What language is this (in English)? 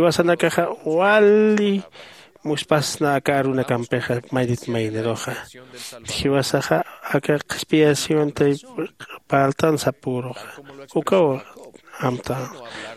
Aymara